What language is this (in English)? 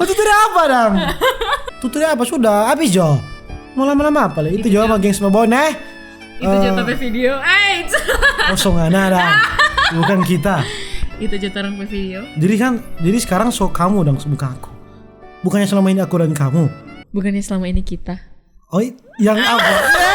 Manado Malay